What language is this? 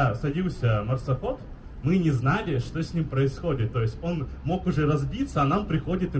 Russian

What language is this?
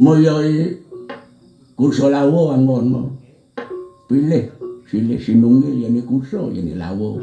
Balinese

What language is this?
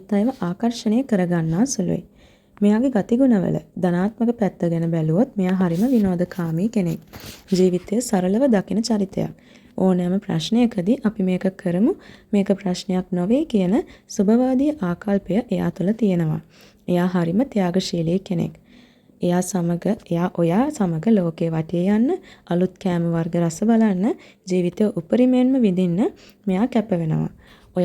Sinhala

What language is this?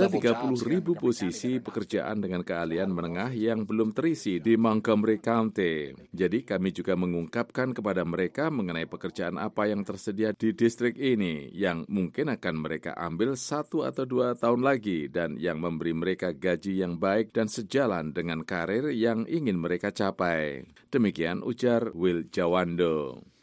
Indonesian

